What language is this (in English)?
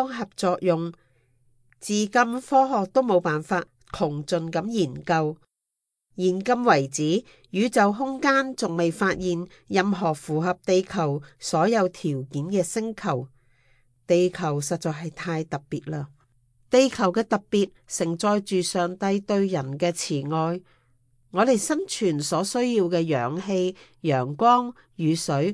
Cantonese